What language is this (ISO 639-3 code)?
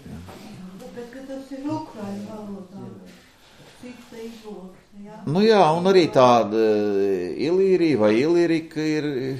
lav